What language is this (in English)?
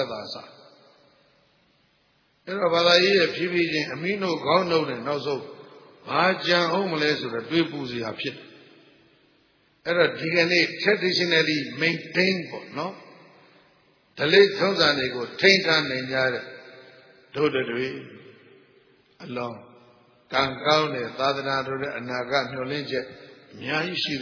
Burmese